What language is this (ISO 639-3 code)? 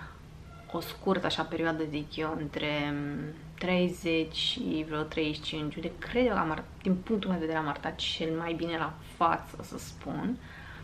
ron